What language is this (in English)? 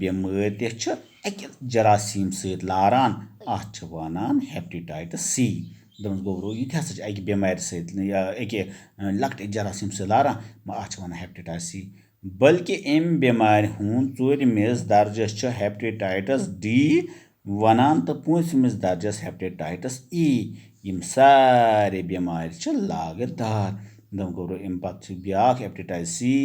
Kashmiri